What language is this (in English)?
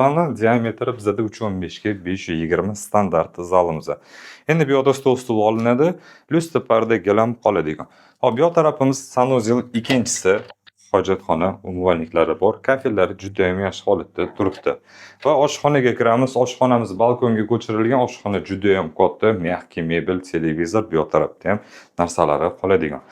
Uzbek